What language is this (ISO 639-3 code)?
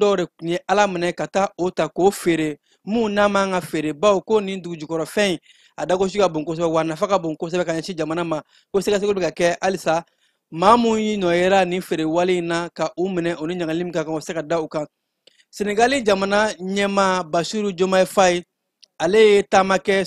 bam